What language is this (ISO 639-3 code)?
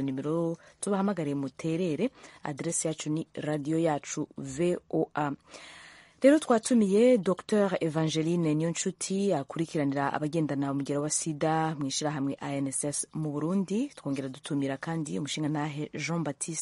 run